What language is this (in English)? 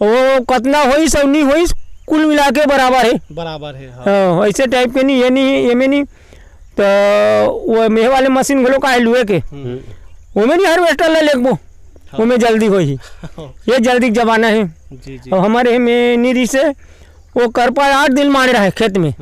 Chhattisgarhi